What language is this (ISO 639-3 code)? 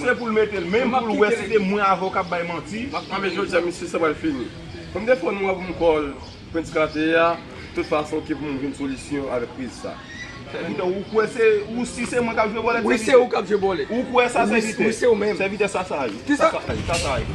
hat